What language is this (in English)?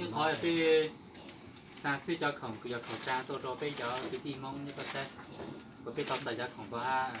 Hmong